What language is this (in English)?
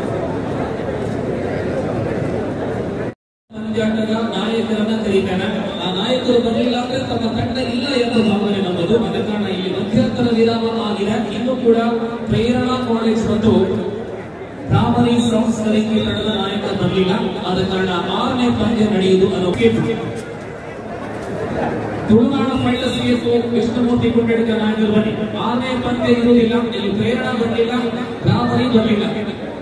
Kannada